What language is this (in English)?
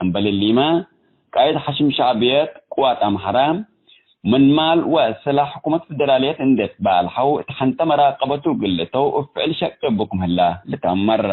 Tigre